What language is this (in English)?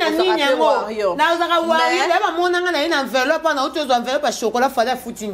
Lingala